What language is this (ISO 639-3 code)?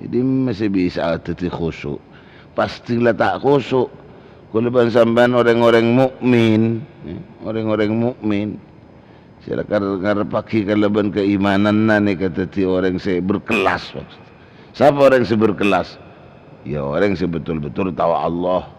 mad